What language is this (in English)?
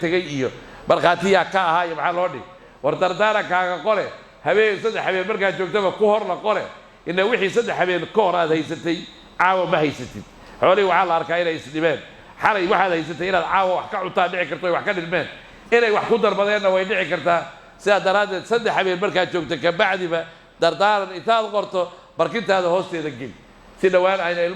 Somali